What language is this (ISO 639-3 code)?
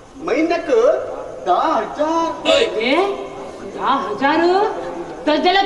kok